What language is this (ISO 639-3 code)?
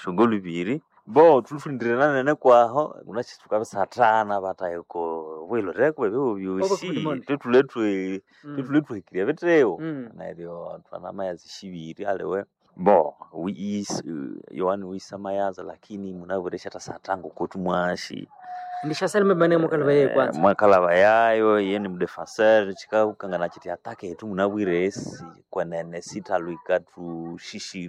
nnb